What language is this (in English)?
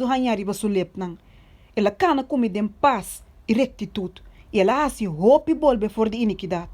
Papiamento